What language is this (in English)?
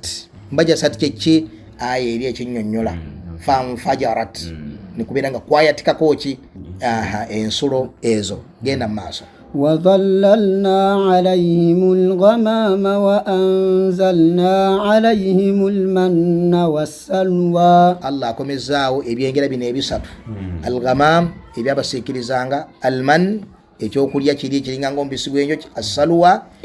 Ganda